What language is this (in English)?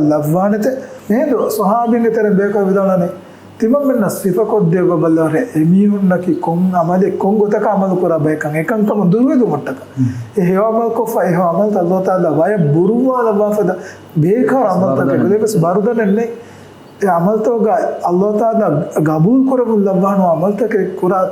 Divehi